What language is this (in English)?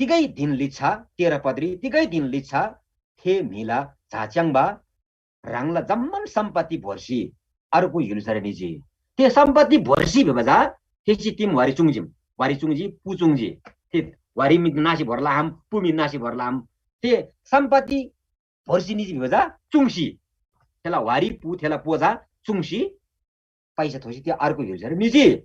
Eastern Tamang